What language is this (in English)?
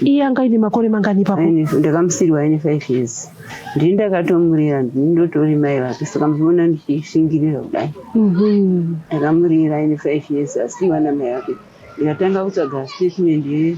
Shona